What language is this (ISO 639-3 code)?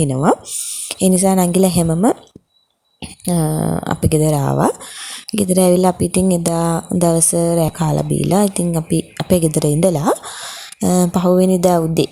sin